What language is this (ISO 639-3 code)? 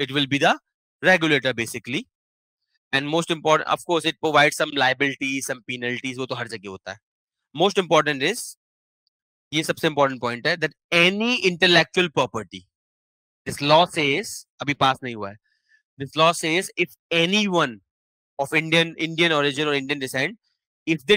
eng